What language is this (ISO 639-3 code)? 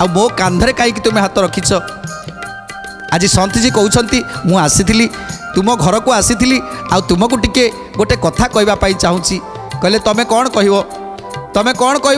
ori